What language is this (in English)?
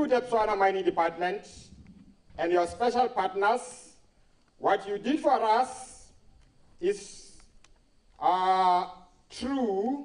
Tswana